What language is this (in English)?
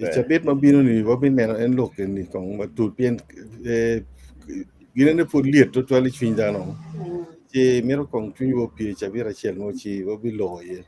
Acoli